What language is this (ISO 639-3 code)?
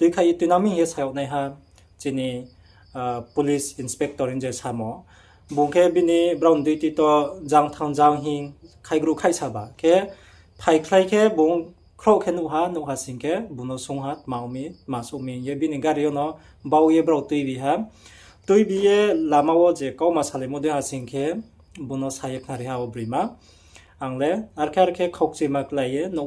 ria